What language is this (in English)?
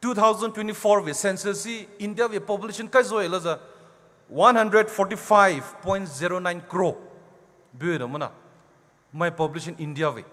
Poumei Naga